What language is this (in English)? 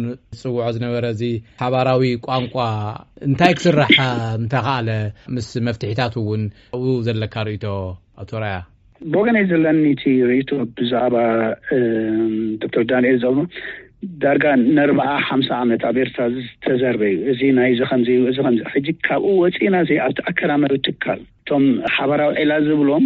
Tigrinya